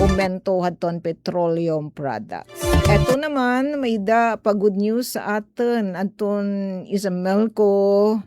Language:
Waray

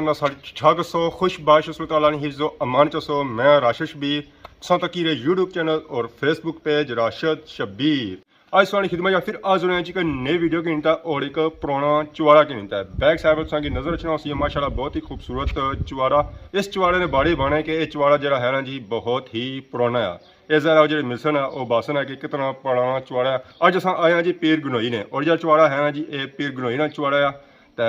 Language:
Pahari-Potwari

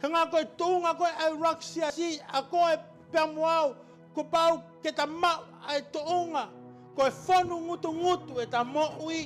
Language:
Tongan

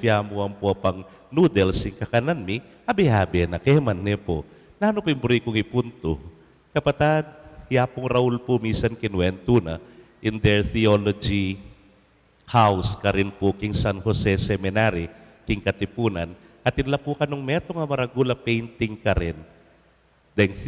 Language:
Pampanga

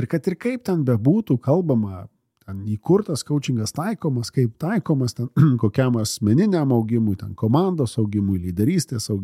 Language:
Lithuanian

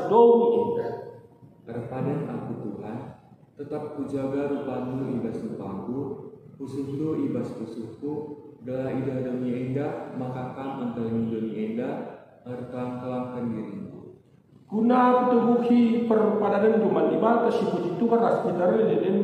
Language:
Batak Karo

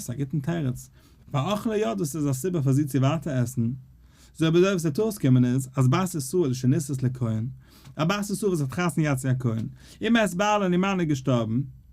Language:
Yiddish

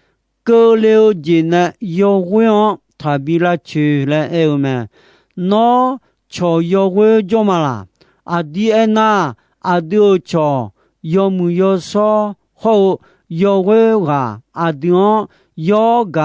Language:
Akha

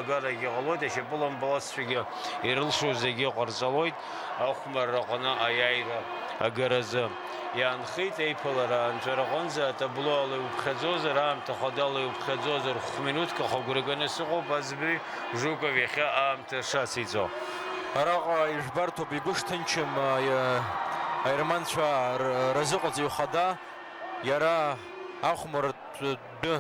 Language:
Abkhazian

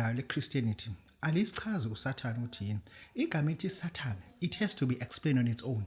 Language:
Zulu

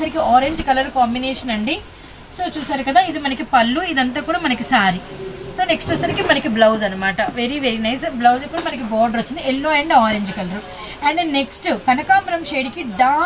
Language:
Telugu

